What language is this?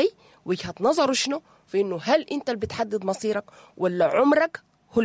Sudanese Arabic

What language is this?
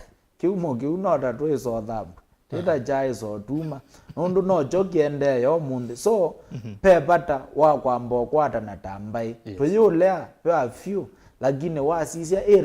Kamba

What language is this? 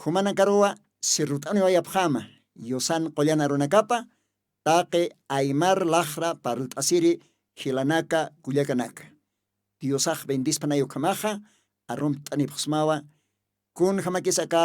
Aymara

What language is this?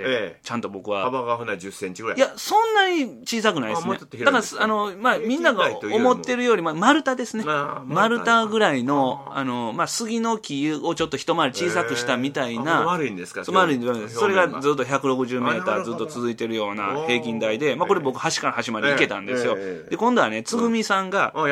Japanese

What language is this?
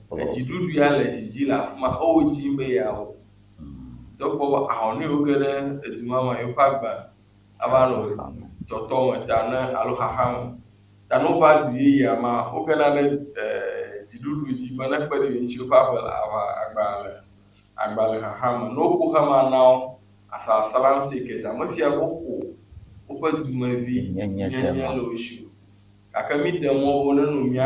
Ewe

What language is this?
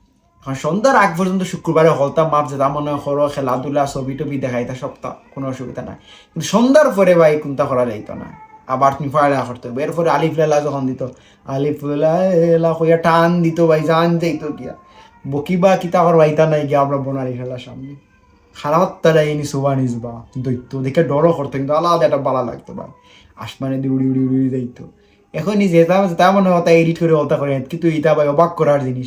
Sylheti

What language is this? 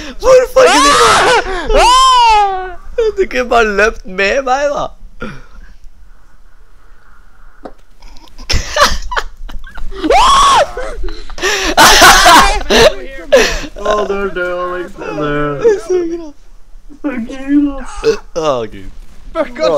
Norwegian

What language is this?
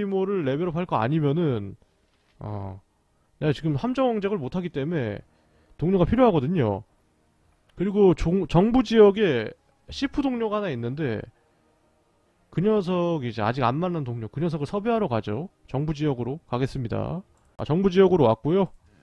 Korean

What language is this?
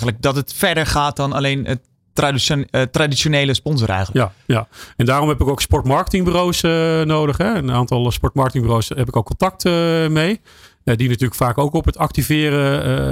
Dutch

